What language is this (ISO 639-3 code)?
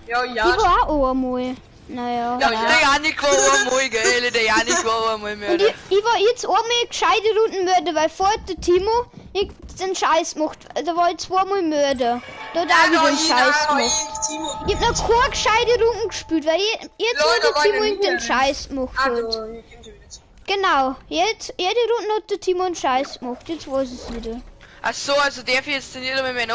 bar